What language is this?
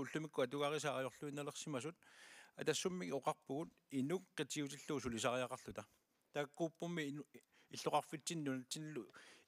Kalaallisut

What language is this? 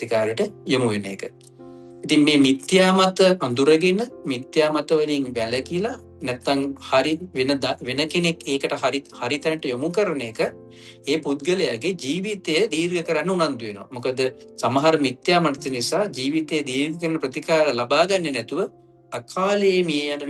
Sinhala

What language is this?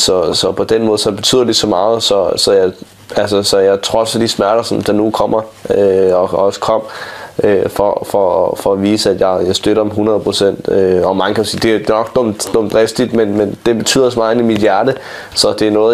Danish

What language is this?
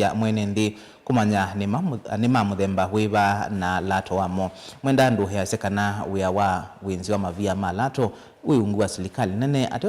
Kamba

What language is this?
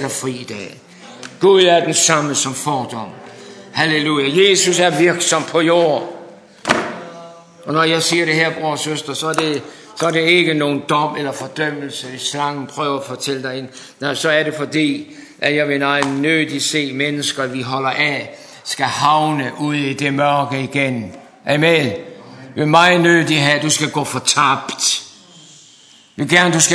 Danish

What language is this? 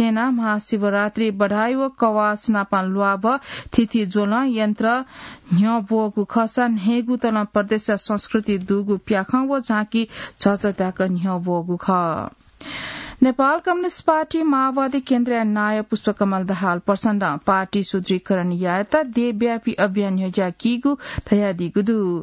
Newari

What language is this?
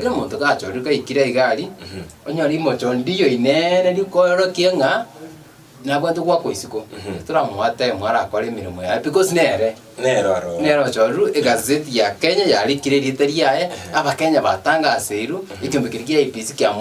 Gusii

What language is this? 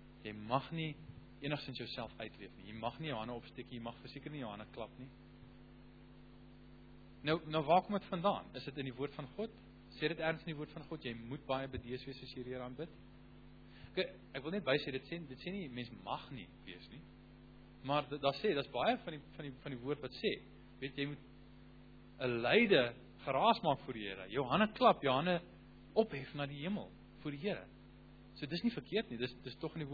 Afrikaans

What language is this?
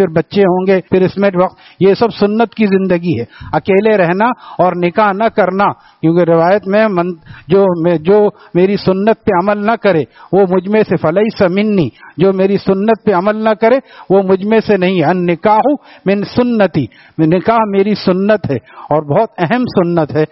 Urdu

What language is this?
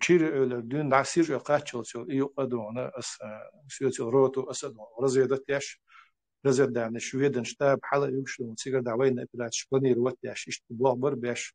Chechen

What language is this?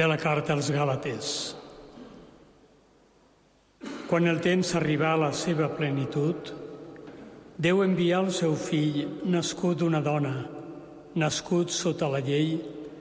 Catalan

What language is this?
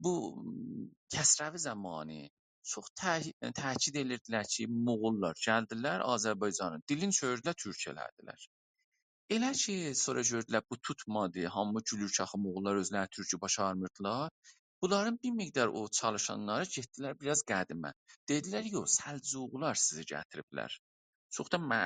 South Azerbaijani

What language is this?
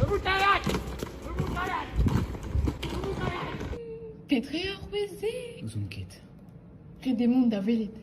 Breton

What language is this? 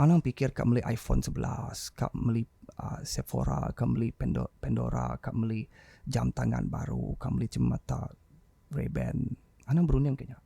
Iban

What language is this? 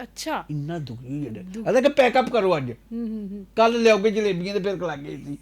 Dogri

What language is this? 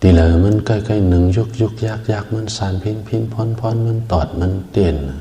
Shan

